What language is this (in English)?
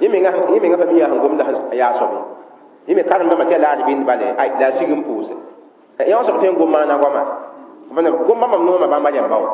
Mossi